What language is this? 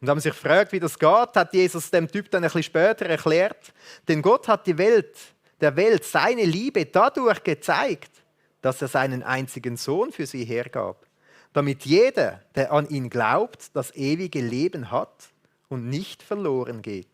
Swiss German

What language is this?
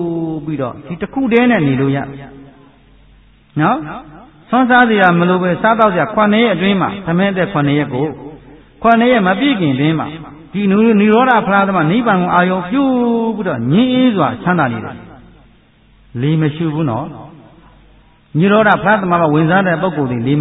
Burmese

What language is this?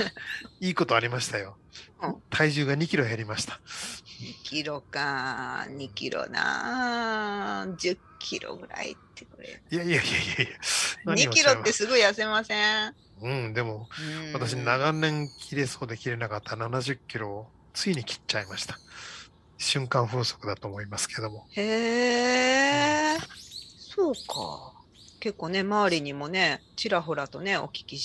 Japanese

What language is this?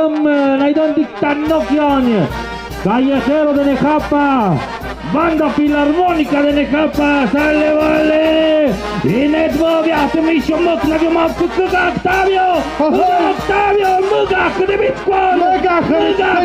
Tlahuitoltepec Mixe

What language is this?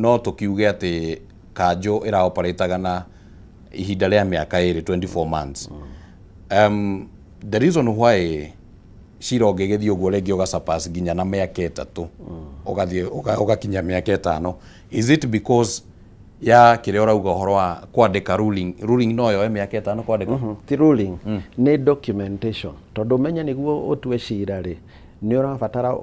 Kikuyu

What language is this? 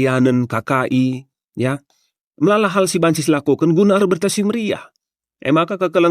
Batak Karo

